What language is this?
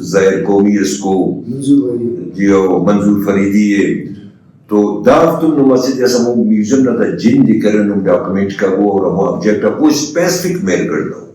Brahui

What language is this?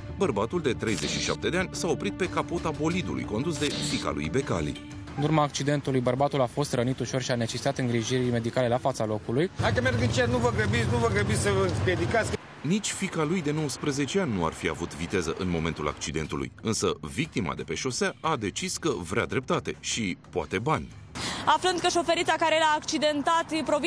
Romanian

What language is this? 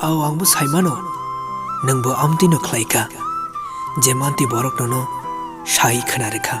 Kok Borok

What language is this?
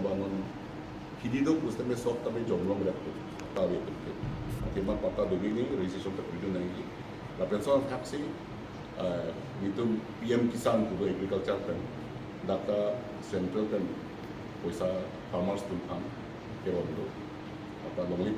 Karbi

